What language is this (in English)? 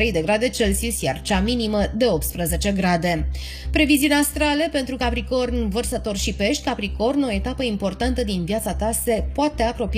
Romanian